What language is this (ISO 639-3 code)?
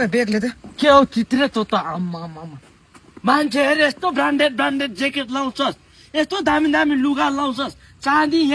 nep